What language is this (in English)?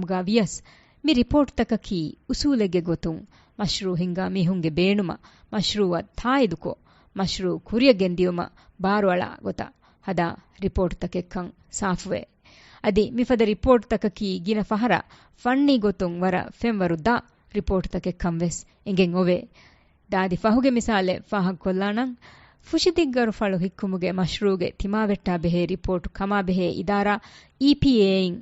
Divehi